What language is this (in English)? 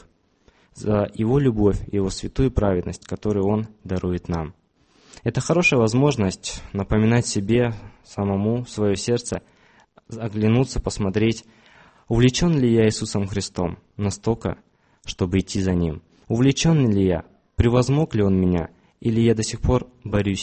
Russian